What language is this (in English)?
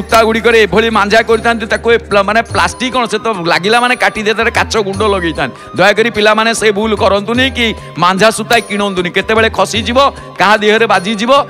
Odia